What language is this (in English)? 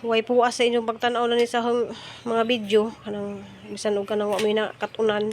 Cebuano